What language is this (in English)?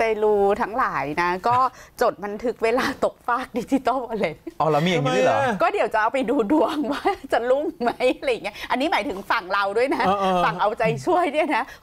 Thai